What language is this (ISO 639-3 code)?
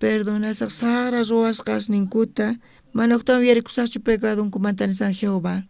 quh